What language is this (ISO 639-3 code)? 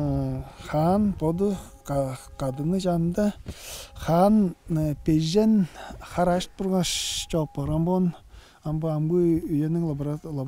tyv